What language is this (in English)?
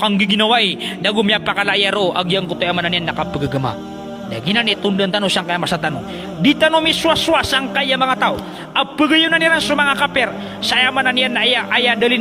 Maranao